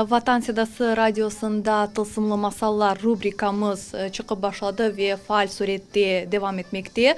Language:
Crimean Tatar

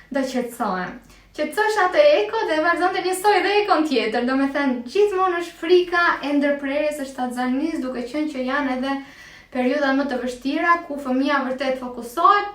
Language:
Albanian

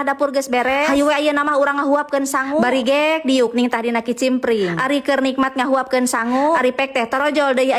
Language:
Sundanese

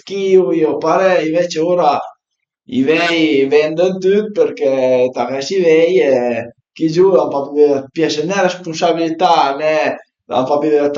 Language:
Piedmontese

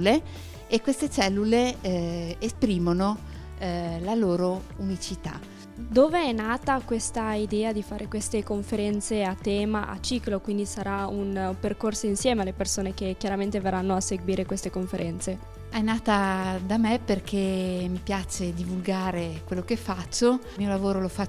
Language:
Italian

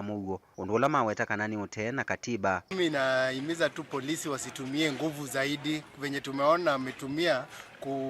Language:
Kamba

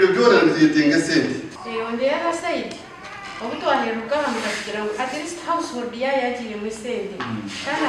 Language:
Nyankole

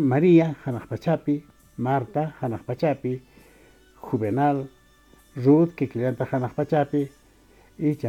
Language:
Quechua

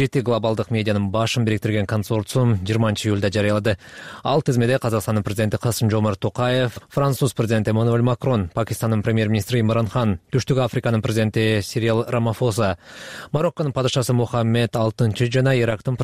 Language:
Kyrgyz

